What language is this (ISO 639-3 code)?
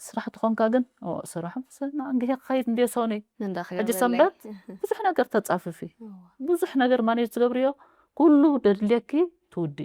tir